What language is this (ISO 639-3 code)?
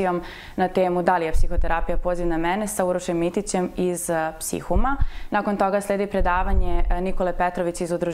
srp